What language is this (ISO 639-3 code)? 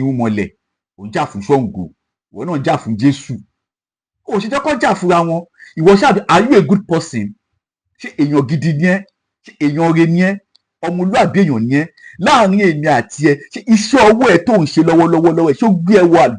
yor